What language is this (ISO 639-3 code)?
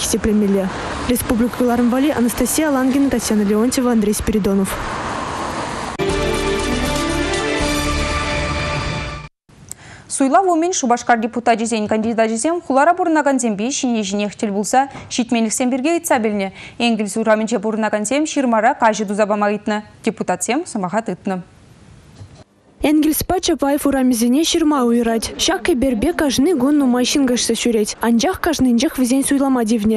chv